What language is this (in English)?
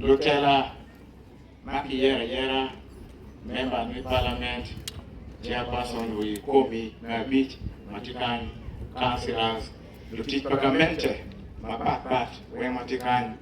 Acoli